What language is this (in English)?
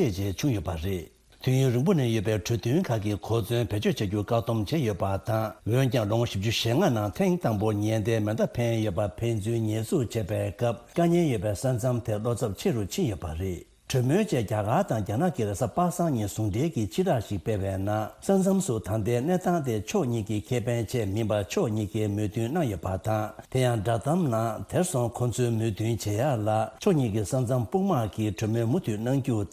Tibetan